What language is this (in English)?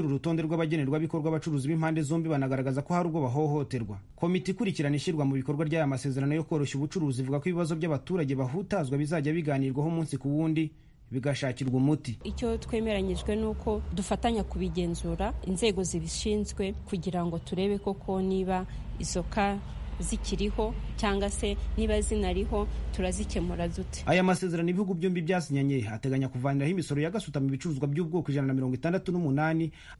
Kinyarwanda